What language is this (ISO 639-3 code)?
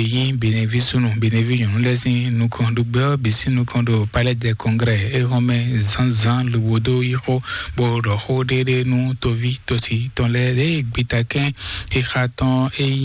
fon